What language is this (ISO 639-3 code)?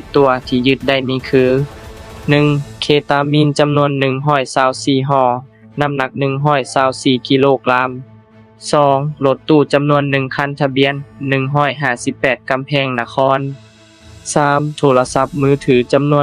lao